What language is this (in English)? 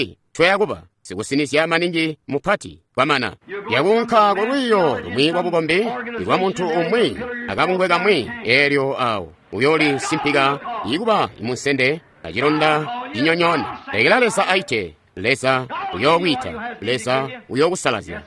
Tonga (Zambia)